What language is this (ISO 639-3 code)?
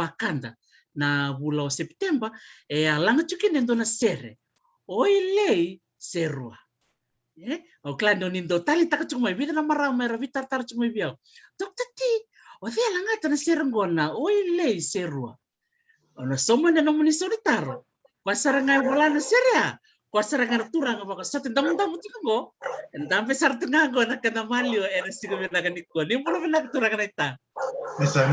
fij